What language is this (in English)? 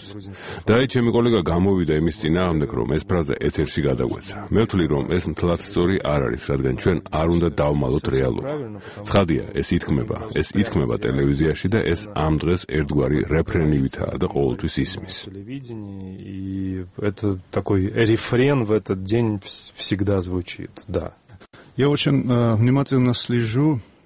Georgian